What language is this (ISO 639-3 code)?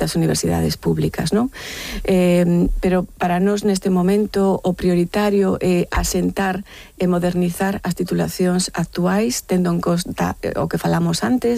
glg